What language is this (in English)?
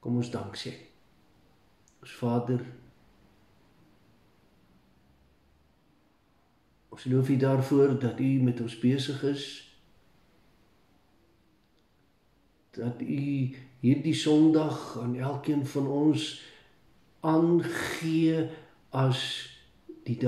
Afrikaans